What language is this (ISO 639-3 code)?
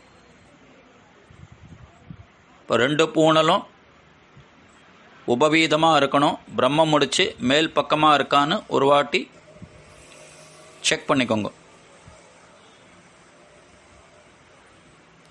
tam